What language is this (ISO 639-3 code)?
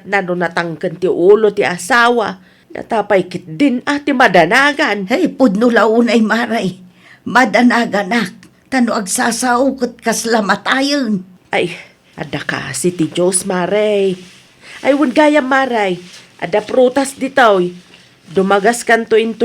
ilo